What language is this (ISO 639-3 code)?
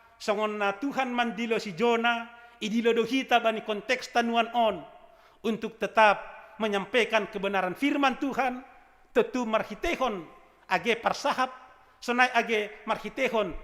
bts